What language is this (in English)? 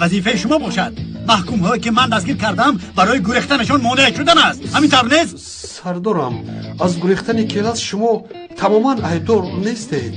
Tajik